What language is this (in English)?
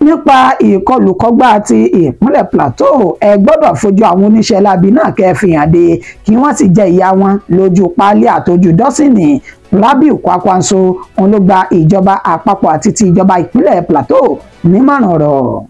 Yoruba